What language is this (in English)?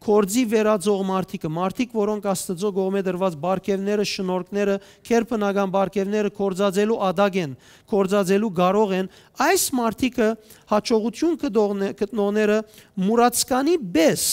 Western Armenian